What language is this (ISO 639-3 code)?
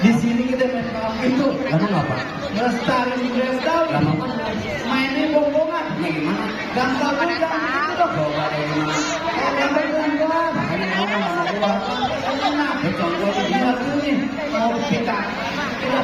bew